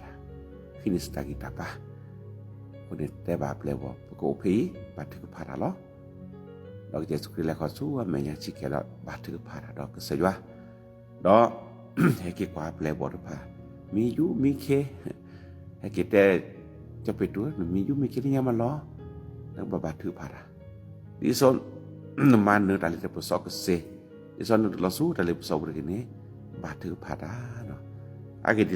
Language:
S'gaw Karen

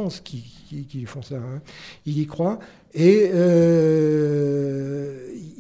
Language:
French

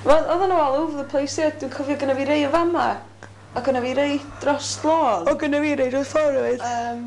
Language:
Welsh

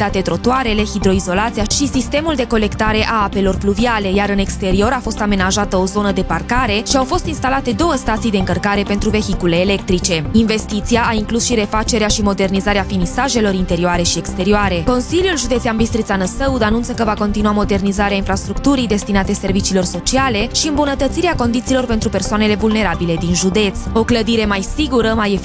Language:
Romanian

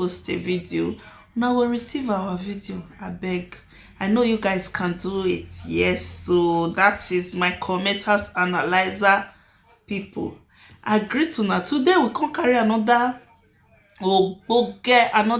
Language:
Nigerian Pidgin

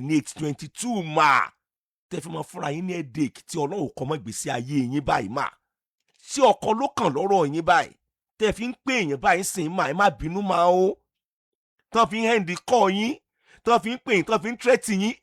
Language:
Yoruba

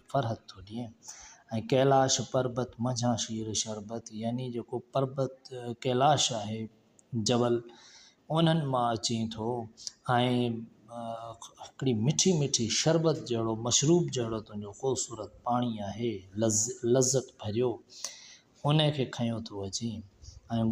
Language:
Sindhi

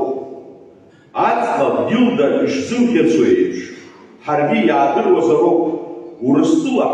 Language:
Abkhazian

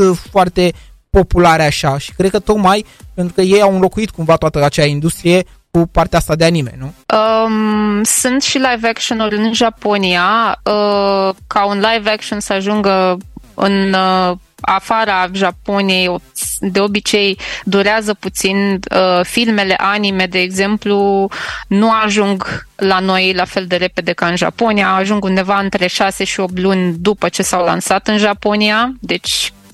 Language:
Romanian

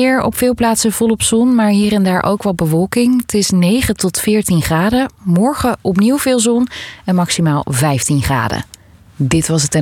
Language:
Dutch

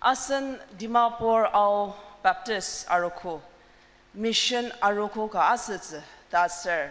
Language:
Ao Naga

